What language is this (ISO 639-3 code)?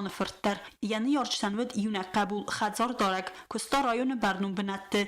oss